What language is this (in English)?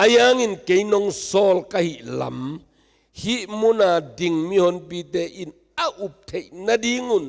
Tedim Chin